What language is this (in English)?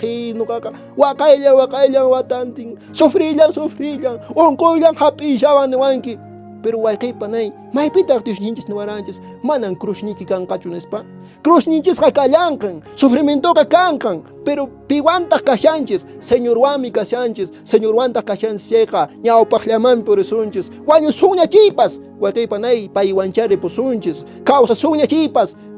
Quechua